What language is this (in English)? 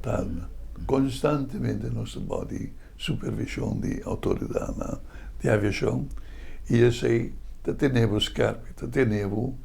Papiamento